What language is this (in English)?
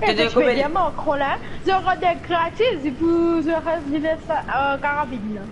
Morisyen